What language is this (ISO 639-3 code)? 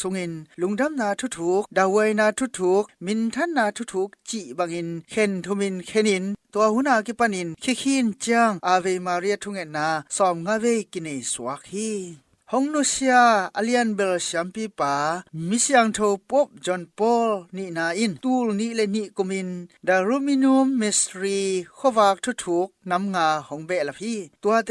ctd